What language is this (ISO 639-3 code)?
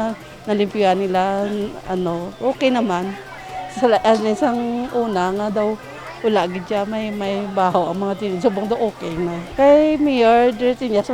hil